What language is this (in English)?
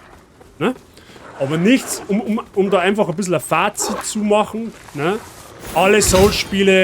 Bavarian